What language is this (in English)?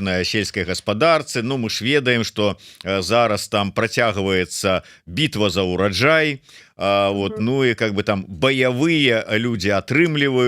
Belarusian